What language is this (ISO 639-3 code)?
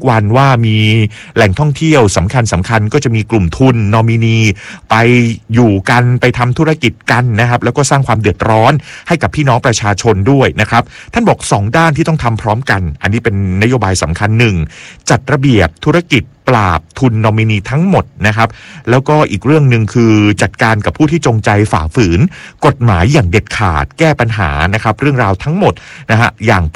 tha